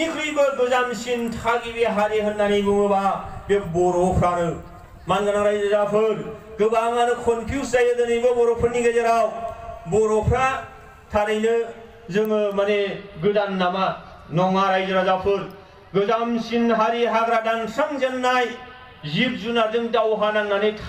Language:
Bodo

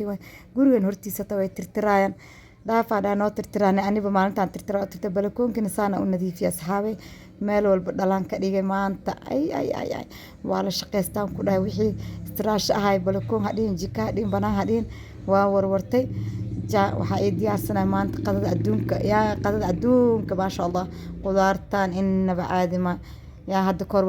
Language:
Somali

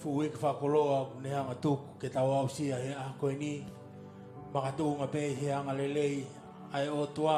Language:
Tongan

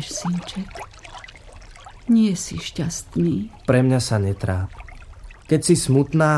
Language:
Slovak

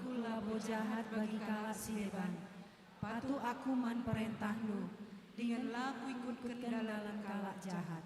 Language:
Batak Karo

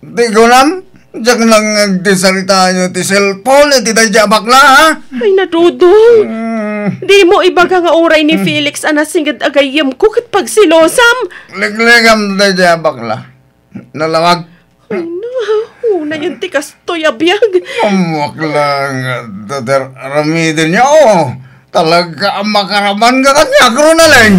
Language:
Iloko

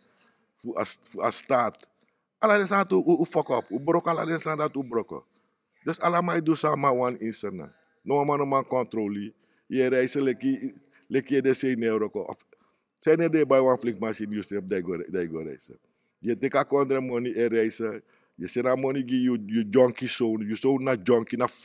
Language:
Sranan Tongo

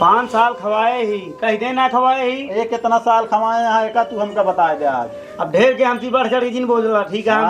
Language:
Awadhi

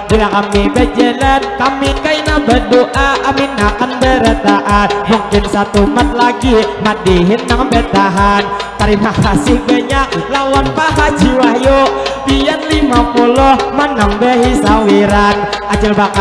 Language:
Banjar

